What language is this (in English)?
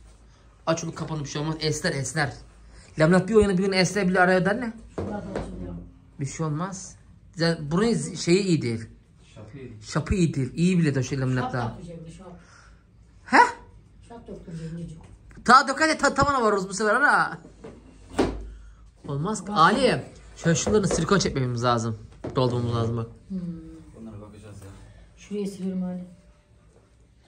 Turkish